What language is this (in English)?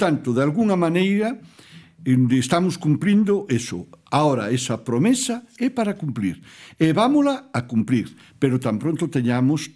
Galician